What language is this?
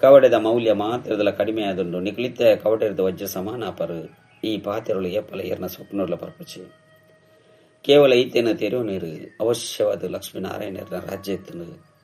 Tulu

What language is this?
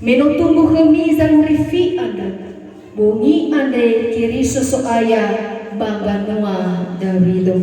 Nias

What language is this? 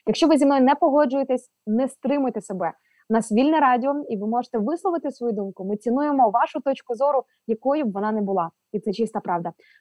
Ukrainian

